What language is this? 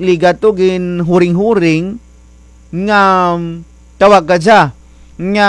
Kinaray-a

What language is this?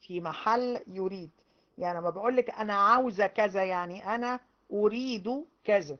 Egyptian Arabic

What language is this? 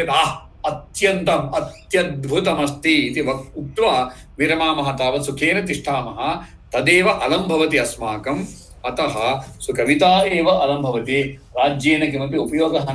Sanskrit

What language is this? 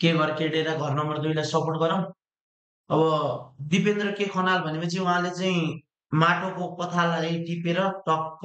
Nepali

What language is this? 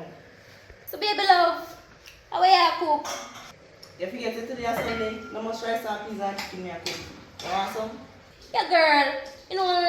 Jamaican Creole English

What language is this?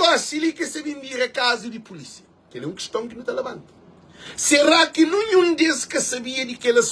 Kabuverdianu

